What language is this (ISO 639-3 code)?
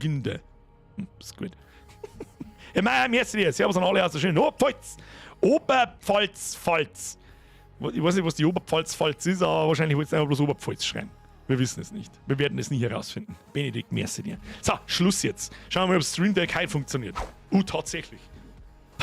bar